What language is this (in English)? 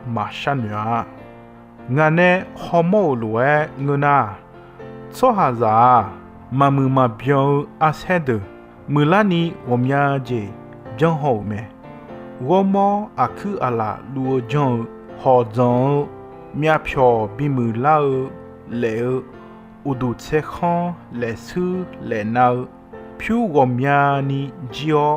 Akha